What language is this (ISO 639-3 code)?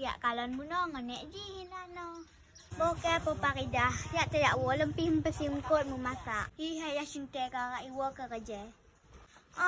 ace